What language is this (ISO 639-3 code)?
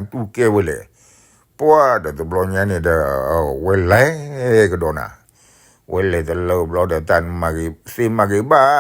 ksw